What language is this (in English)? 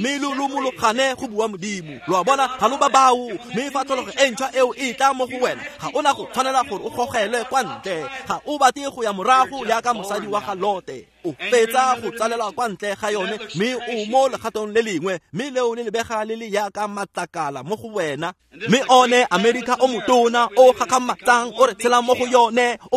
Tswana